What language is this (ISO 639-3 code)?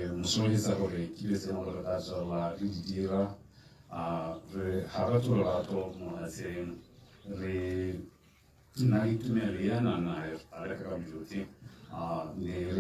tsn